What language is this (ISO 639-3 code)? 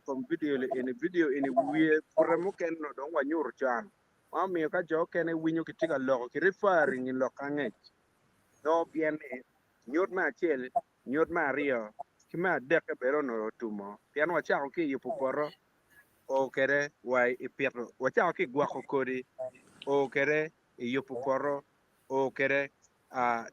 ach